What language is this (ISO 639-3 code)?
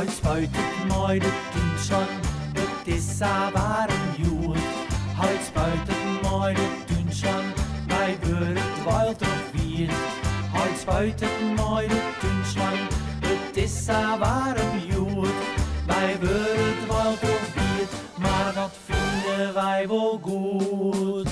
fry